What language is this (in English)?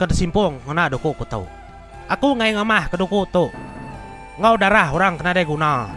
Iban